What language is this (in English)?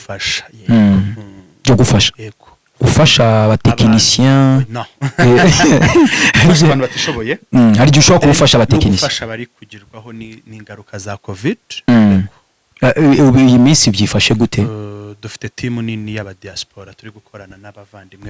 Kinyarwanda